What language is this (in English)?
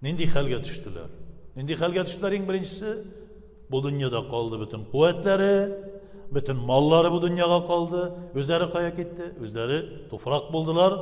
Tatar